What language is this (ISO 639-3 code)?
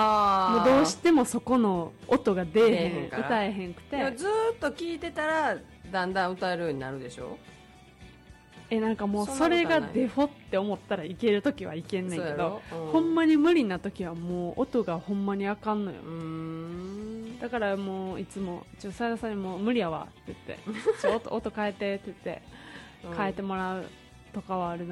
jpn